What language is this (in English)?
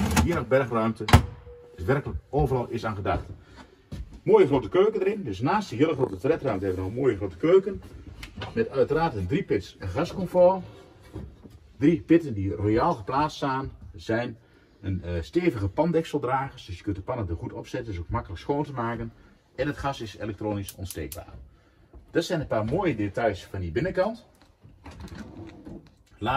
Dutch